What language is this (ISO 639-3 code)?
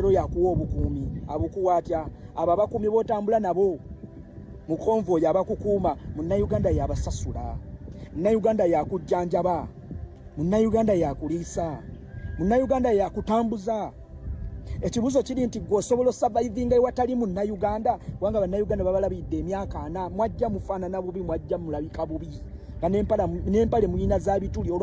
lug